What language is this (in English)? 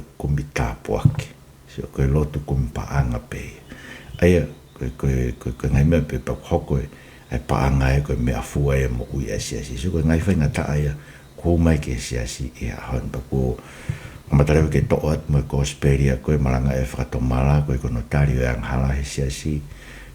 Tongan